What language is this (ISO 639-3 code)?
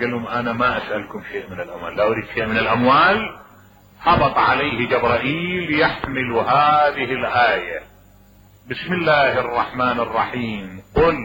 acm